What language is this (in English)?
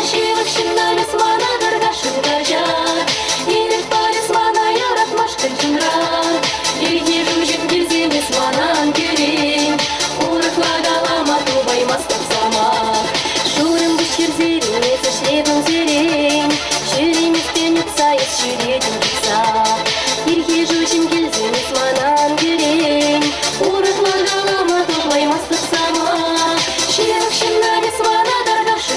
Chuvash